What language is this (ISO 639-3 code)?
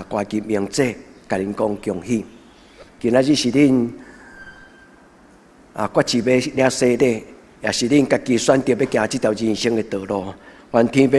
nan